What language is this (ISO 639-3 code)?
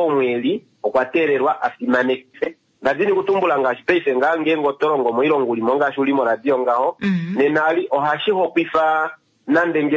kua